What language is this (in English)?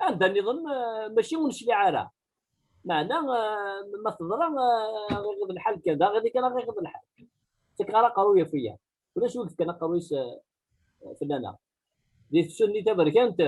Kabyle